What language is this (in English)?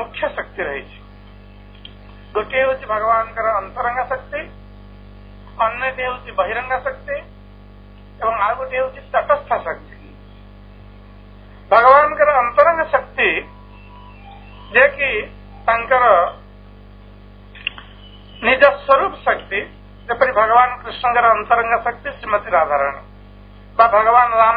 Odia